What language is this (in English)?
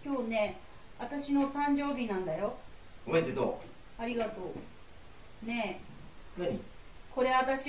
Japanese